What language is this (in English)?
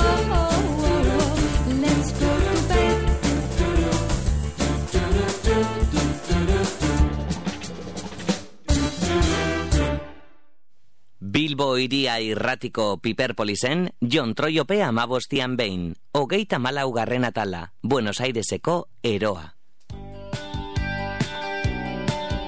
Basque